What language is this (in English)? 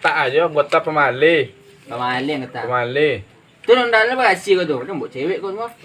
Minangkabau